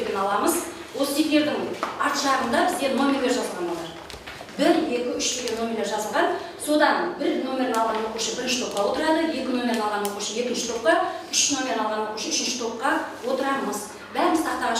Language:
Kazakh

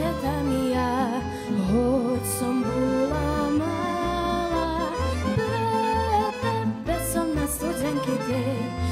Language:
Rusyn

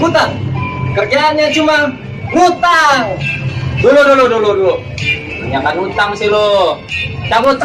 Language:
Betawi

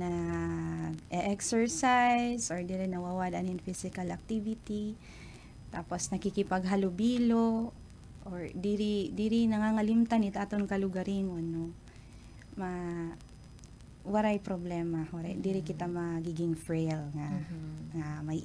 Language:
Waray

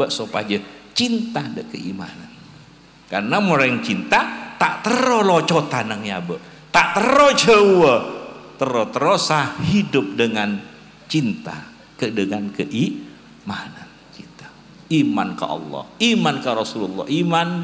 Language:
Madurese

